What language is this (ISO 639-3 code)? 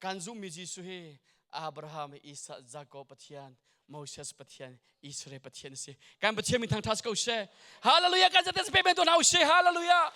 cnh